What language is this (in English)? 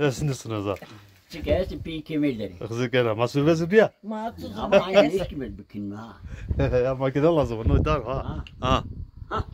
Zaza